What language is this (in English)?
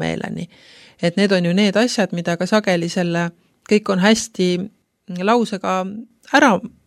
Estonian